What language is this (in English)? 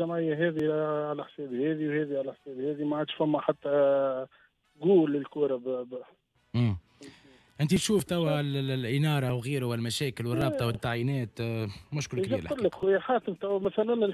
Tunisian Arabic